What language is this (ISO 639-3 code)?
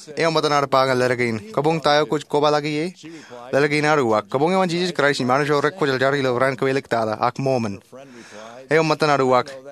mah